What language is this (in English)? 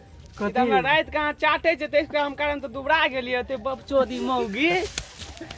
Maithili